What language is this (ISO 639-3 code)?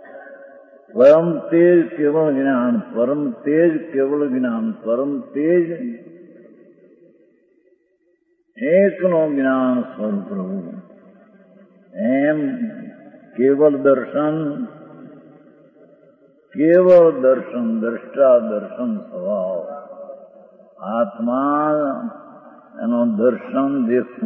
guj